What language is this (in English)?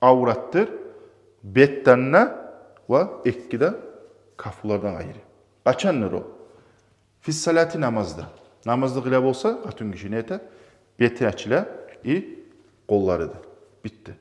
Kumyk